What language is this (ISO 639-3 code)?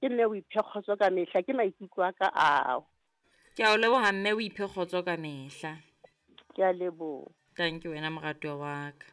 sot